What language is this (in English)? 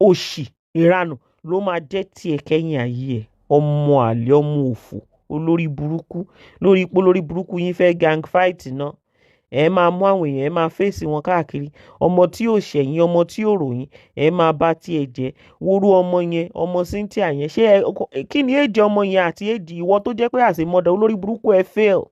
Yoruba